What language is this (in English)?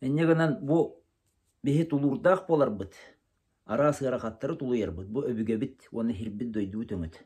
Yakut